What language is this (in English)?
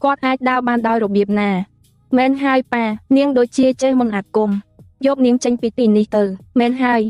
Khmer